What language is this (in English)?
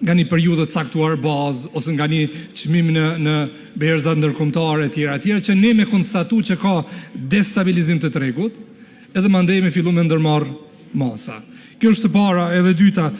Albanian